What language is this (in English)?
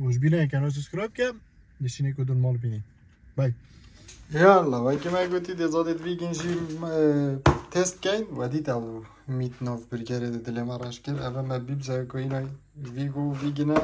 Kurdish